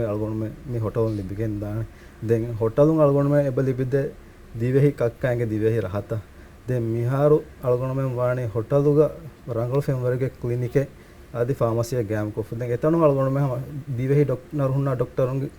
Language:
Divehi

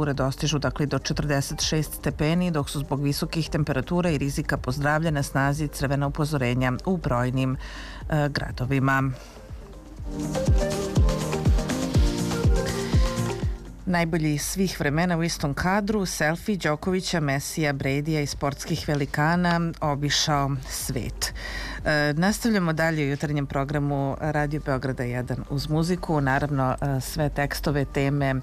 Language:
Serbian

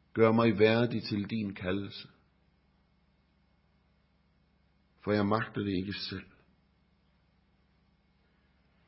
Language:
Danish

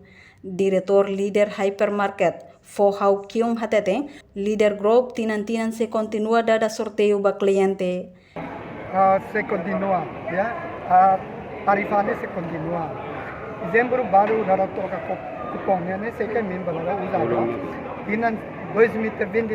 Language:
Tetum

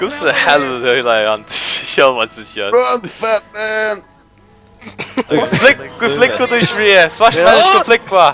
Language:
Faroese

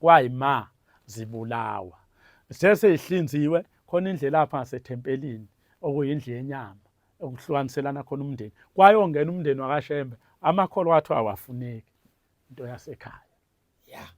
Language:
Zulu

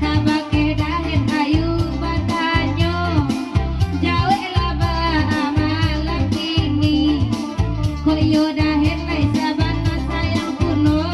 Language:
Minangkabau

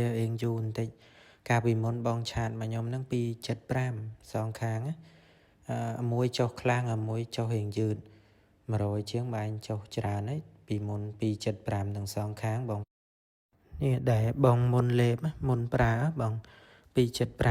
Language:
Khmer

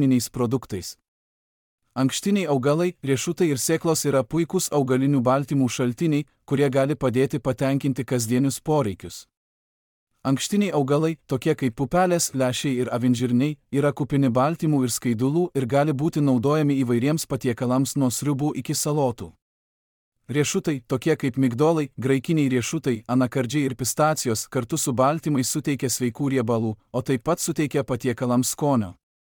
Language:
Lithuanian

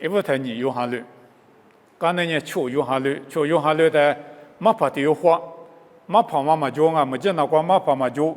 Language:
Lisu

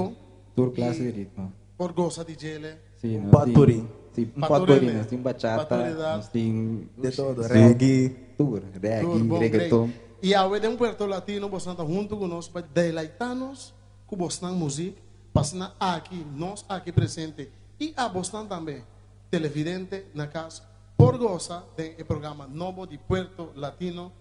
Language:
Papiamento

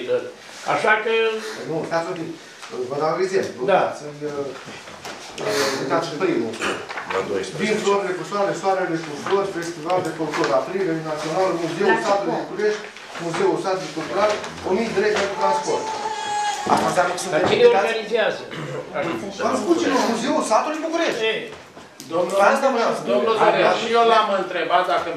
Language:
Romanian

